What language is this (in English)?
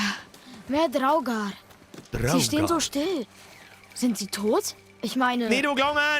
Bavarian